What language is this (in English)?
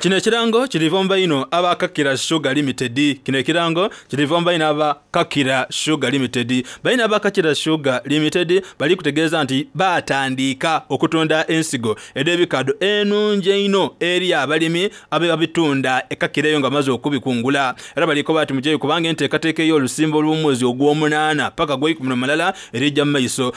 Soga